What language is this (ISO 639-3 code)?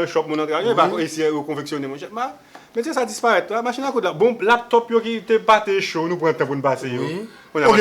hat